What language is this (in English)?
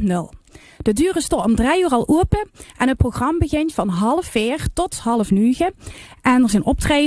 Limburgish